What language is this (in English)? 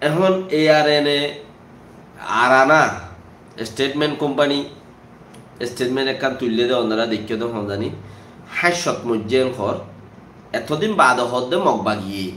Rohingya